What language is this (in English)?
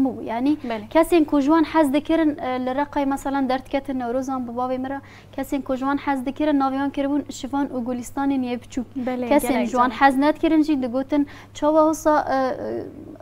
Kurdish